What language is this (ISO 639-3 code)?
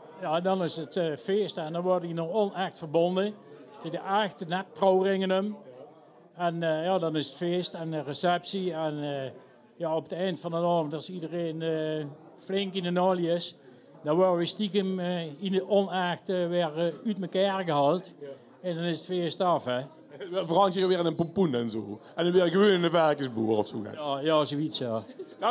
lim